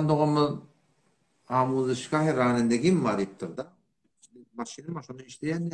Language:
Turkmen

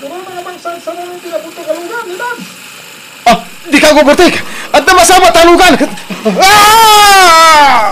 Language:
Iloko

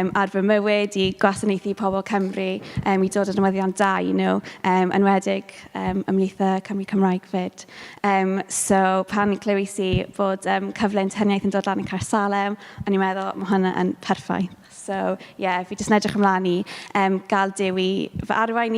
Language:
Welsh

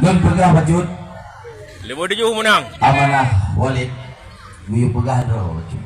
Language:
Achinese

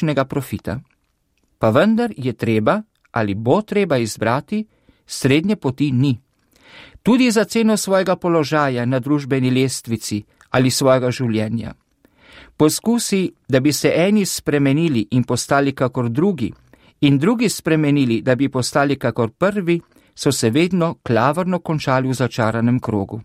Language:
Slovenian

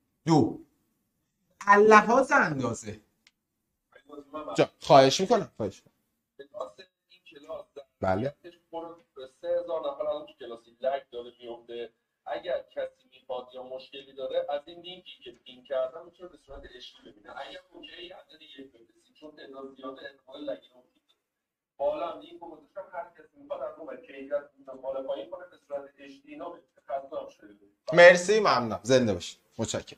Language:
Persian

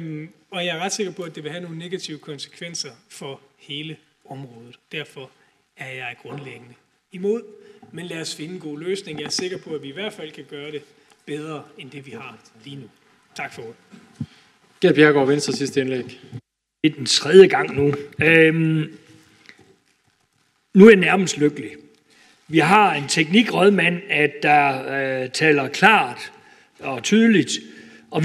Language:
Danish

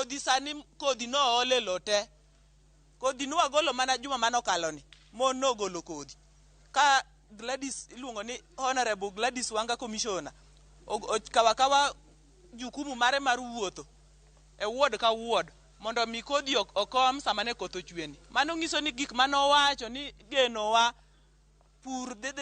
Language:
Luo (Kenya and Tanzania)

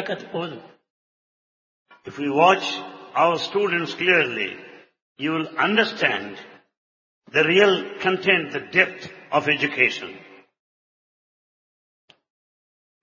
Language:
Telugu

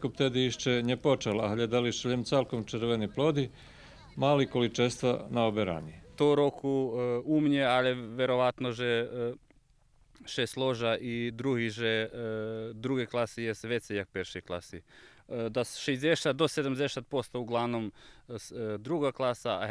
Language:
Rusyn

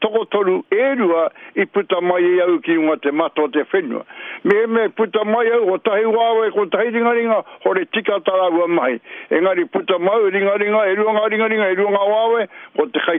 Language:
Māori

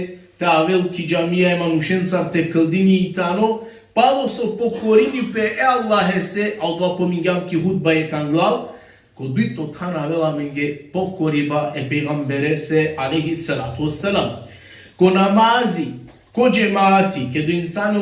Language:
Balkan Romani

